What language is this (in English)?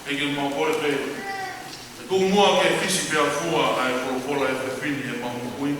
Tongan